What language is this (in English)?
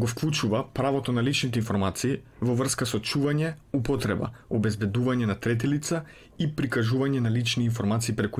Macedonian